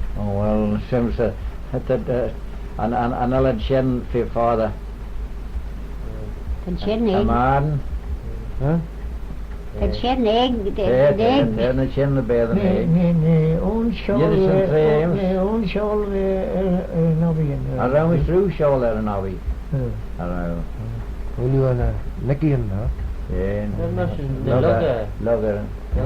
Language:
Manx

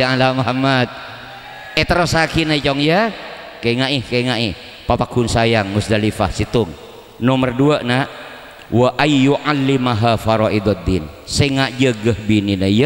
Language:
Madurese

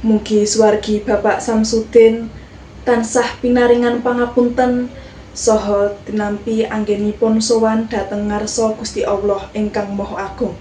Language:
Javanese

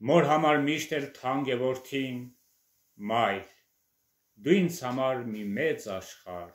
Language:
Armenian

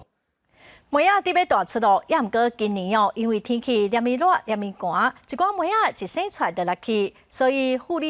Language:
Min Nan Chinese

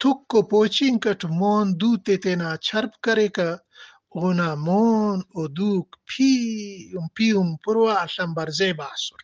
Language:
Brahui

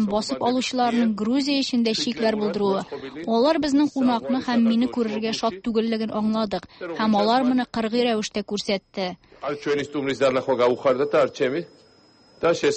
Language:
Tatar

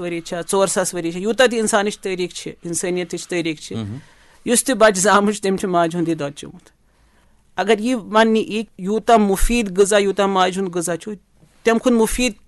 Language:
Kashmiri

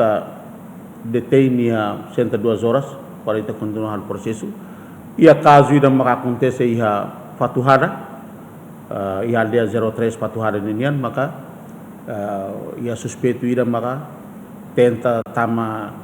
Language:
Tetum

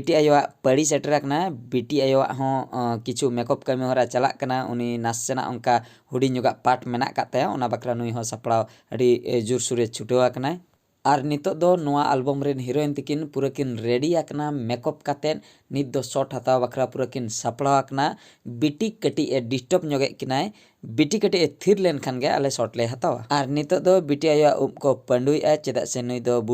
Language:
Santali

